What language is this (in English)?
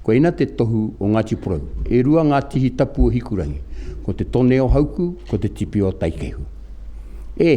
Māori